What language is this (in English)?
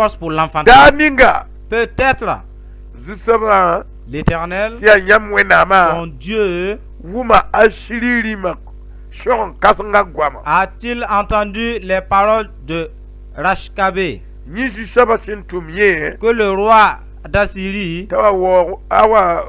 Mossi